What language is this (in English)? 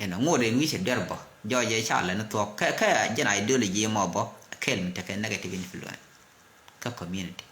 Nuer